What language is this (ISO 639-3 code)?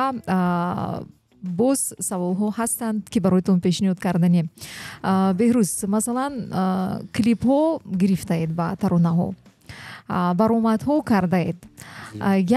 tgk